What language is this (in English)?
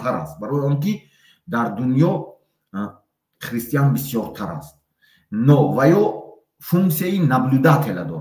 Tajik